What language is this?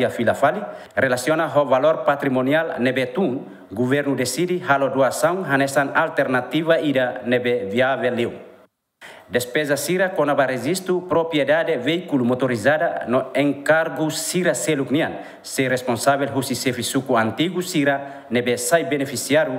Tetum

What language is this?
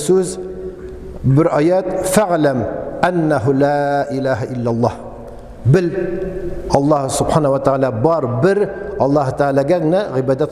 Tatar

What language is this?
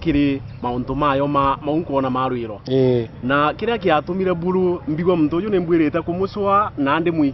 Meru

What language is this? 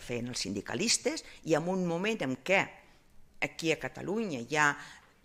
Catalan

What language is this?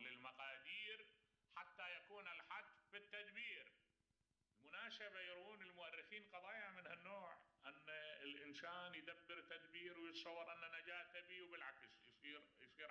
Mesopotamian Arabic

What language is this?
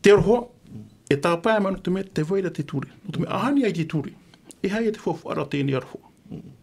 Tahitian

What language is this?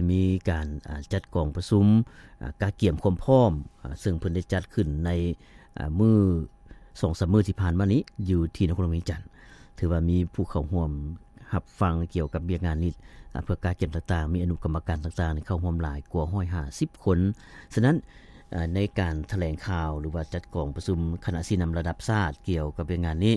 Lao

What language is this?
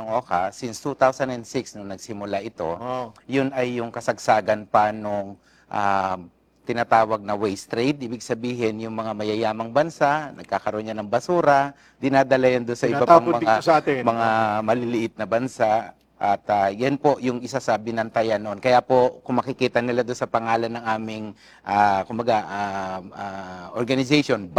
Filipino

